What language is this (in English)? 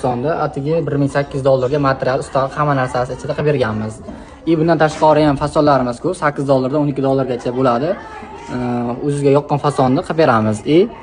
Uzbek